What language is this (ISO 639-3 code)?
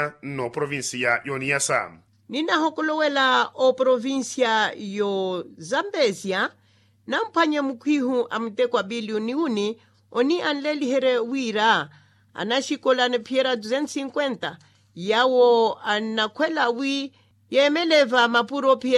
vmw